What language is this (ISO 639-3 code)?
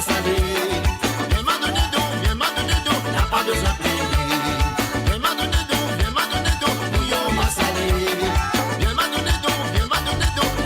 mfe